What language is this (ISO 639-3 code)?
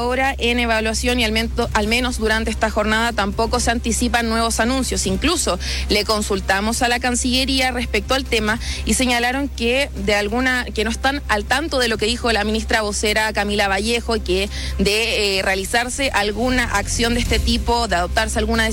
spa